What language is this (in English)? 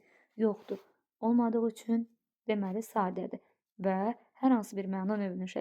Azerbaijani